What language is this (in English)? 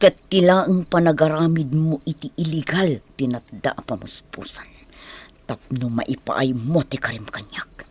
Iloko